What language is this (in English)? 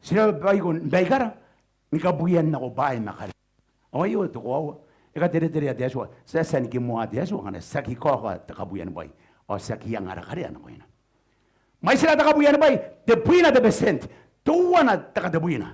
Gilbertese